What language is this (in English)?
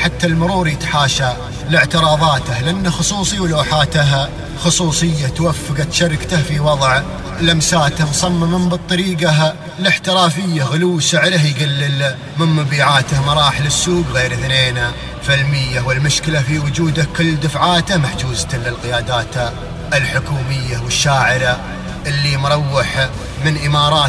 Najdi Arabic